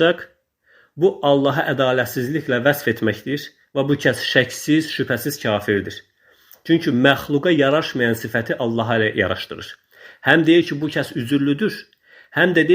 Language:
Azerbaijani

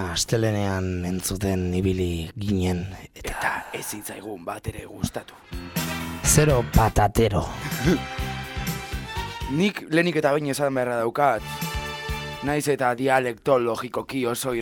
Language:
Basque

